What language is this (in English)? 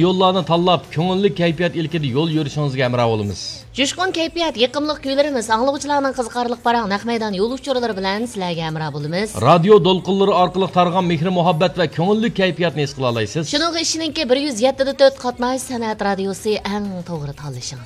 Uyghur